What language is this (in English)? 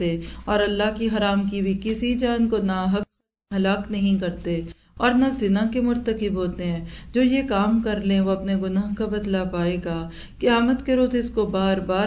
Urdu